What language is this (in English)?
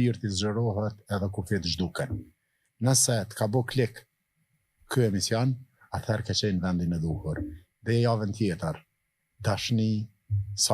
Albanian